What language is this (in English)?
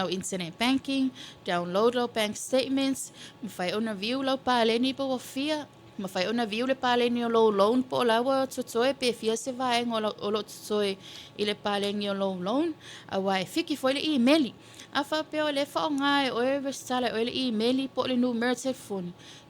Samoan